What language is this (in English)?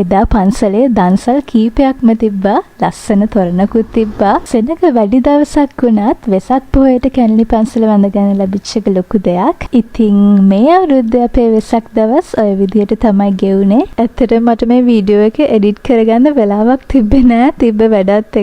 Sinhala